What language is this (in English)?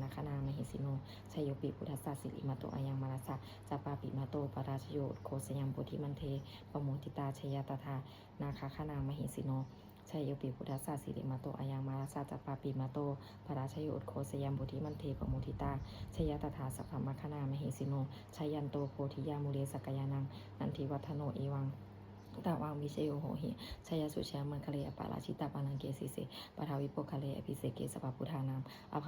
Pali